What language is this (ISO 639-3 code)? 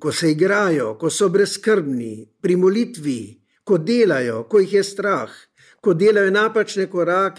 slv